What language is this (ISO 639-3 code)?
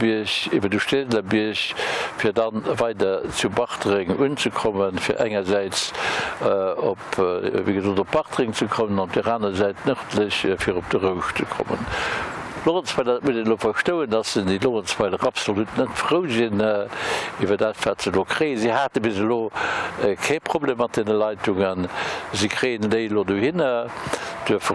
ltz